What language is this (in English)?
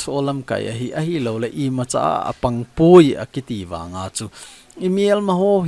Thado Chin